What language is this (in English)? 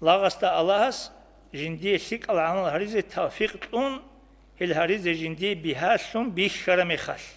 Avaric